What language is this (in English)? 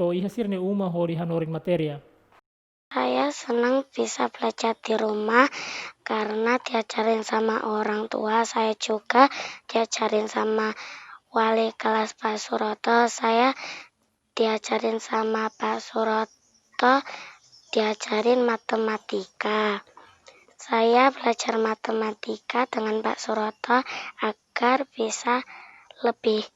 Tetum